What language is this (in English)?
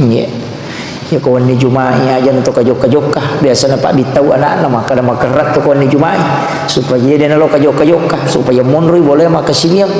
Buginese